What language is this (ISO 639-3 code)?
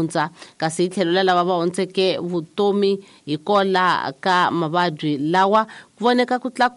tso